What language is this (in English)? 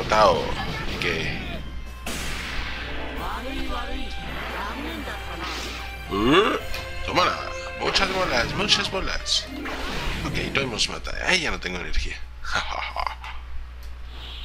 Spanish